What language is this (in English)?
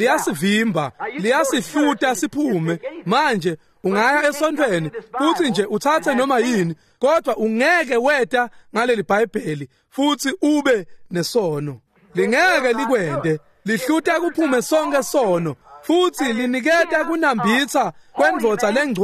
Swati